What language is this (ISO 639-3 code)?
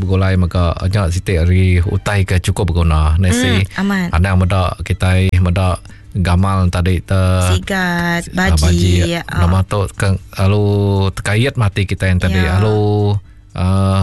iba